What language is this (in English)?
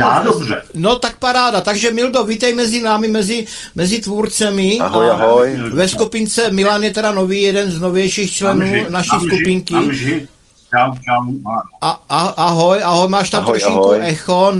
Czech